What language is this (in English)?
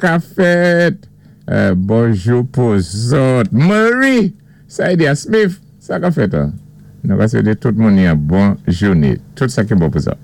Saint Lucian Creole French